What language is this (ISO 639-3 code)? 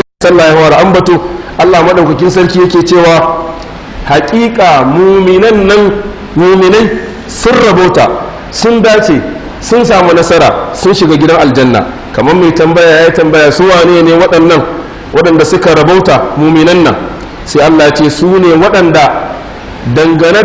hau